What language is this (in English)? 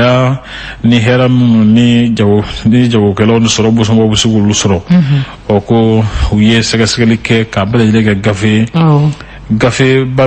Bambara